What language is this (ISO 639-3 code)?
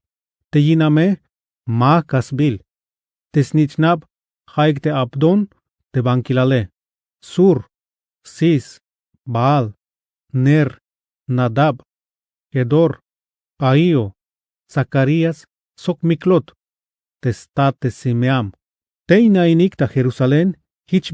tzh